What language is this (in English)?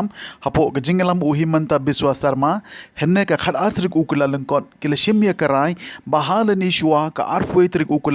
Khasi